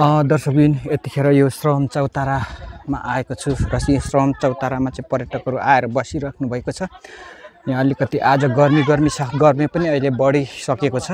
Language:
Nepali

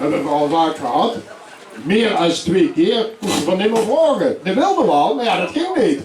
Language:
Limburgish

